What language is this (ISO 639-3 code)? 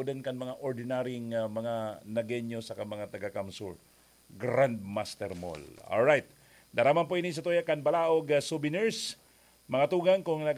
bik